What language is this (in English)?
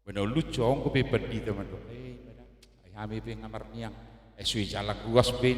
Batak Toba